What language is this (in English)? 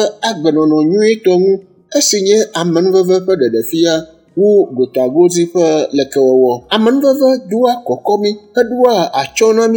Ewe